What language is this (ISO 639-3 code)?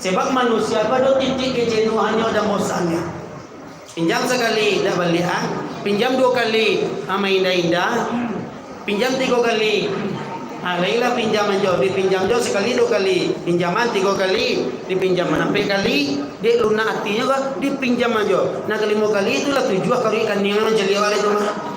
min